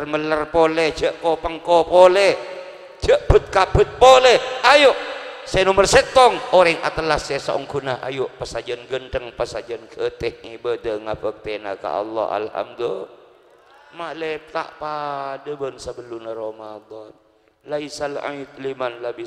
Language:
Madurese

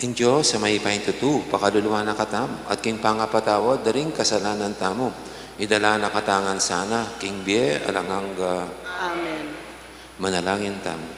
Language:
Pampanga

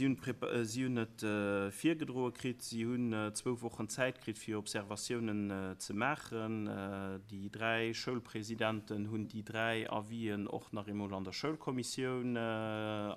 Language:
Luxembourgish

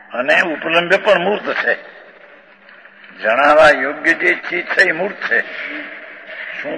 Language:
Gujarati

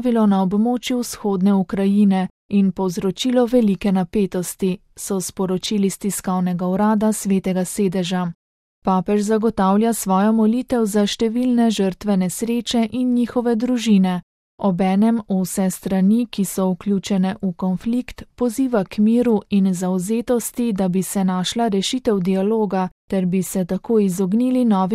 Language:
Slovenian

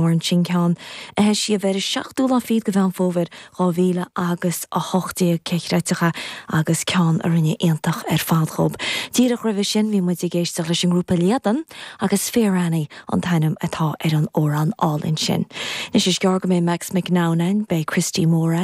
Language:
Irish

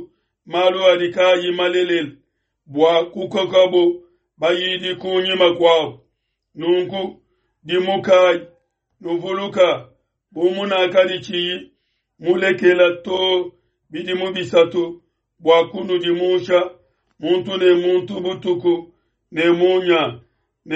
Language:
Luba-Lulua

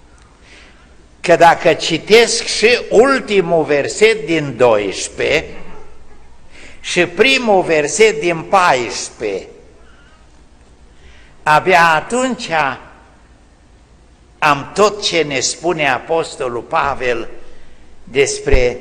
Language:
Romanian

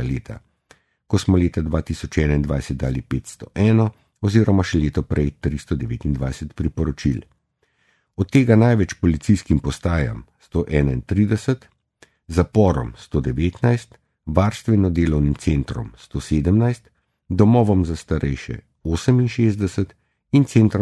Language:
Slovenian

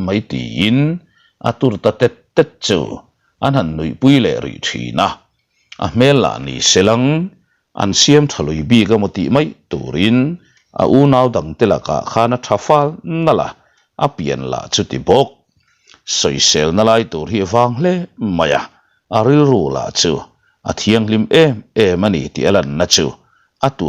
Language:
Mizo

